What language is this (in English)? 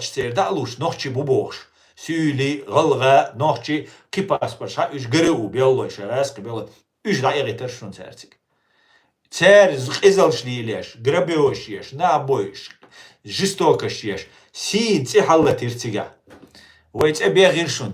Chechen